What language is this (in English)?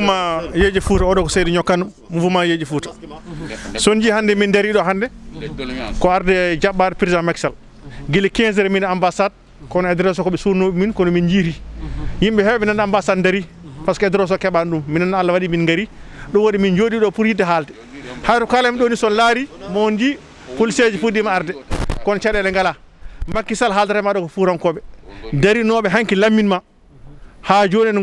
Fula